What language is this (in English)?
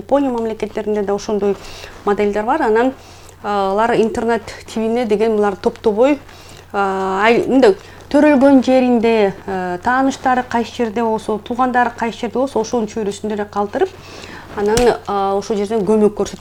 Kyrgyz